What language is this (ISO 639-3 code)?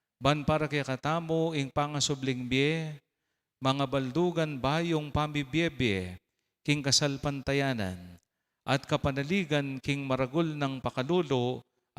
pam